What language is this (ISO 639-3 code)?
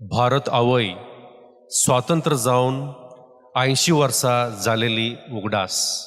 kok